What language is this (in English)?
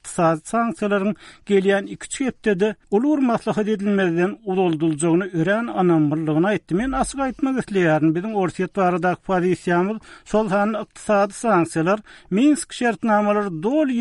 Turkmen